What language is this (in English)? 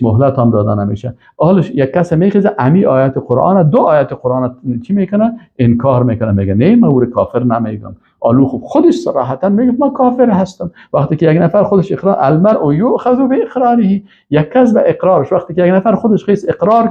Persian